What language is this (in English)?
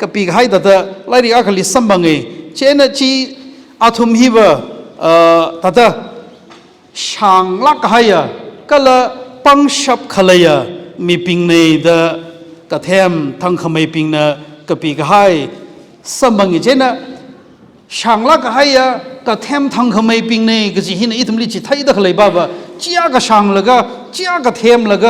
Tangkhul Naga (India)